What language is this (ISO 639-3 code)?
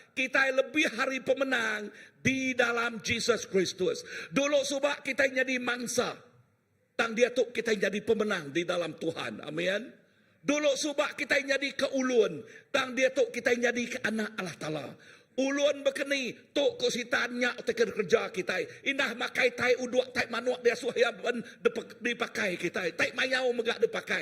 iba